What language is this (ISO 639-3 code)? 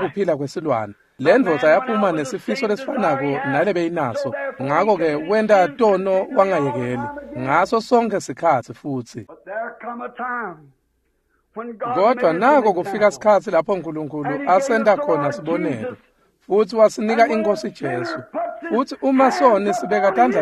ssw